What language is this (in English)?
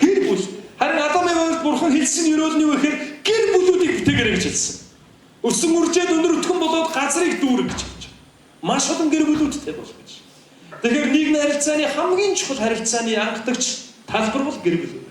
Mongolian